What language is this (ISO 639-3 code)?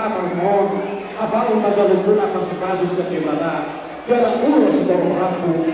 bbc